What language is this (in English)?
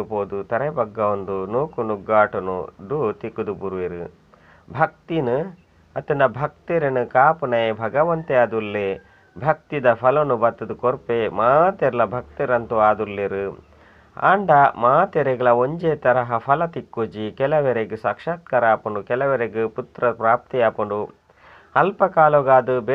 Tulu